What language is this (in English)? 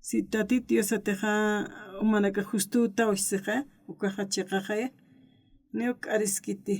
Aymara